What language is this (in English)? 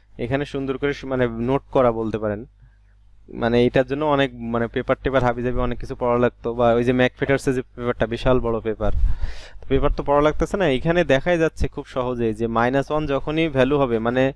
Bangla